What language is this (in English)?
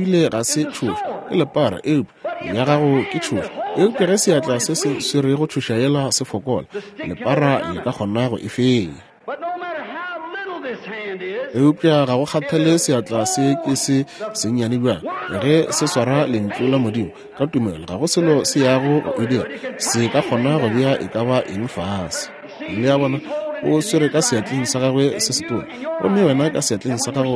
Northern Sotho